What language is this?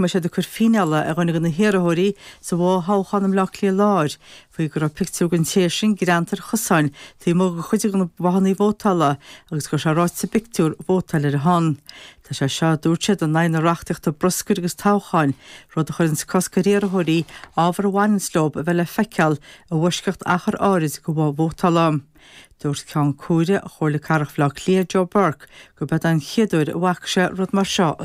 Irish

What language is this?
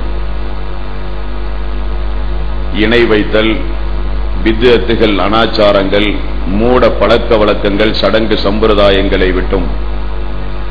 Tamil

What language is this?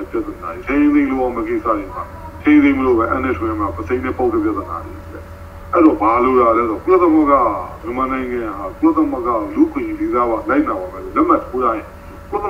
Burmese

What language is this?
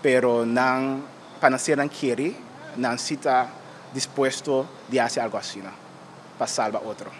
Papiamento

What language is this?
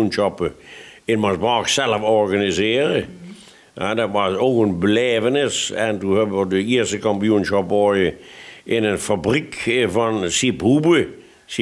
Limburgish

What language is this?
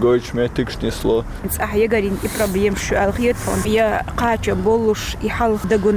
Chechen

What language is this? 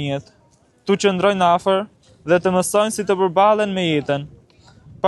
Albanian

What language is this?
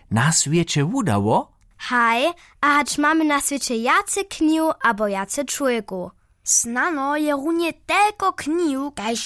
Upper Sorbian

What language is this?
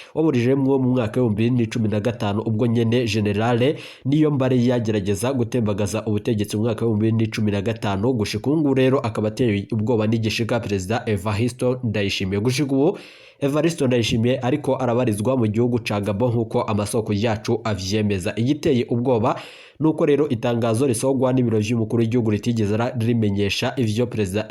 Rundi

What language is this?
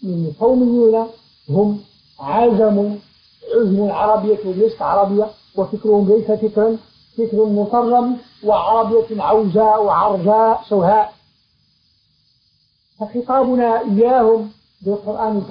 Arabic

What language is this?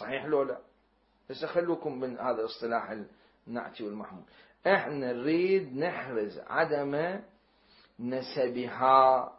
Mesopotamian Arabic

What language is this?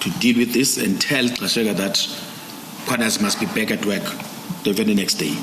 Tswana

